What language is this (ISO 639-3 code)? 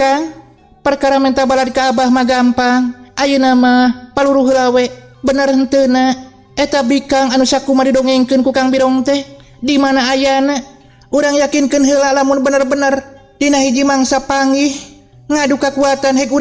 sun